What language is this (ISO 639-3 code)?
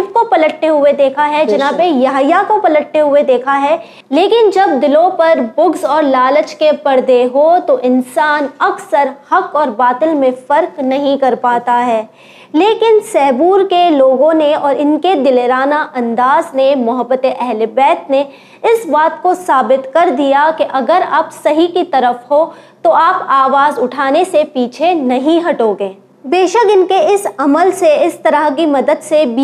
urd